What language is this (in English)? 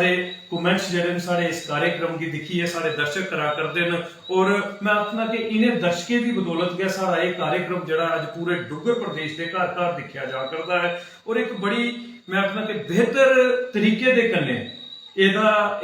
Dogri